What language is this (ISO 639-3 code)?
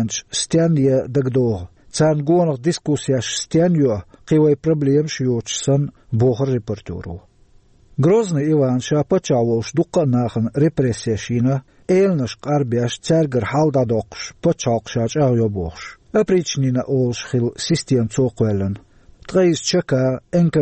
che